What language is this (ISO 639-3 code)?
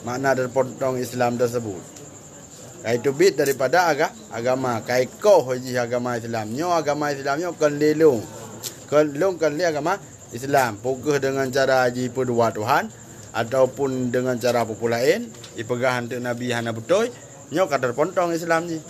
ace